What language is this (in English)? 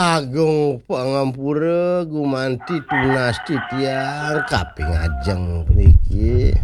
Balinese